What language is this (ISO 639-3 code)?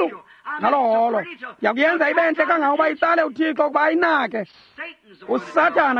xho